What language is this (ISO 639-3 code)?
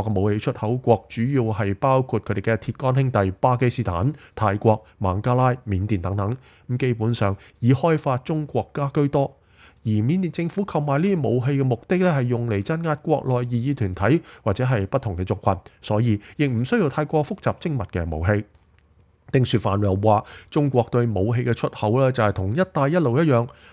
yue